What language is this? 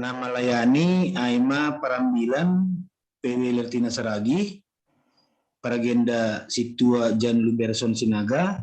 Batak Simalungun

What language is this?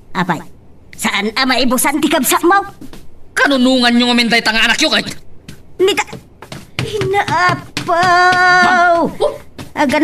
Iloko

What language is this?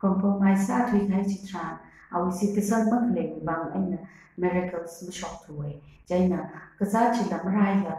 Tangkhul Naga (India)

